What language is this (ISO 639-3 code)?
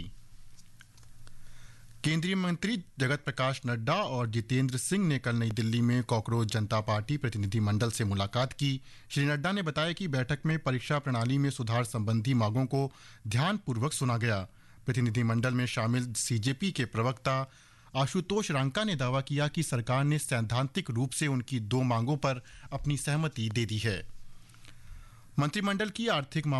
hin